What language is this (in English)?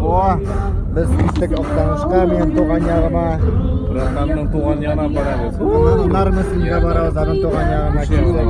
Tatar